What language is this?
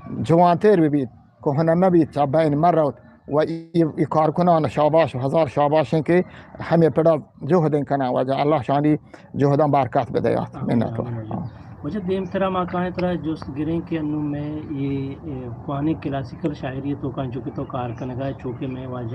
Eastern Balochi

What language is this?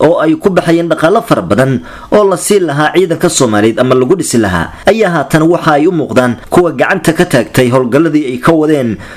Somali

